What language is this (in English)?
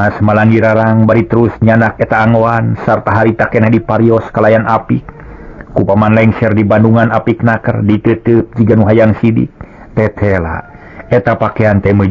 Sundanese